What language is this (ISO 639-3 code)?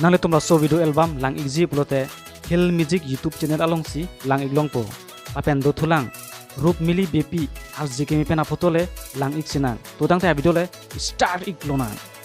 mjw